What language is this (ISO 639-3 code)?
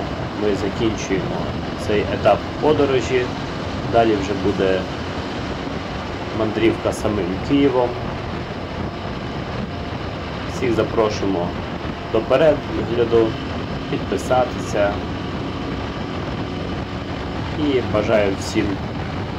ukr